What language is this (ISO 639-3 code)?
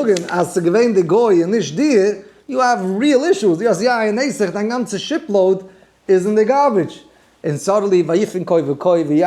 yid